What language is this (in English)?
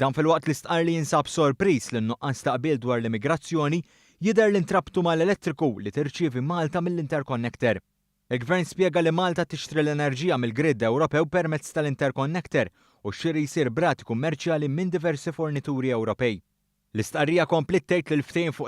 Maltese